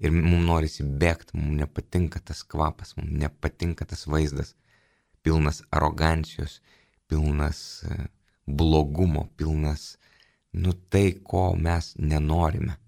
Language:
Lithuanian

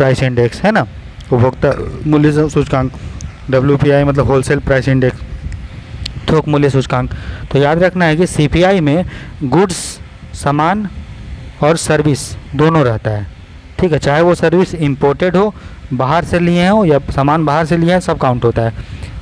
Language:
Hindi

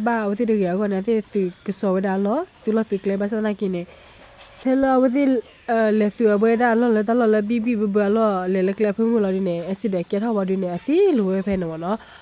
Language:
S'gaw Karen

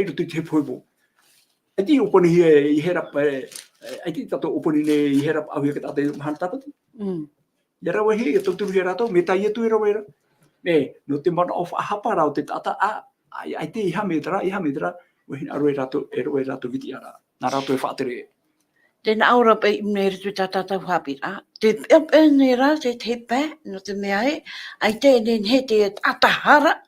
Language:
Tahitian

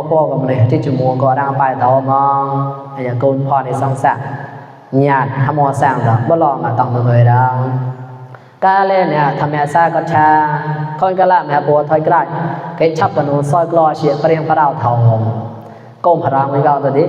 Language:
Mon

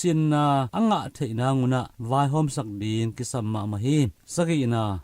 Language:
Tedim Chin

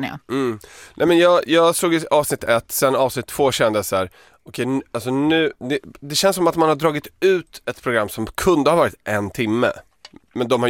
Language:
Swedish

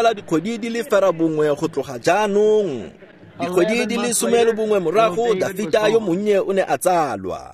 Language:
Tswana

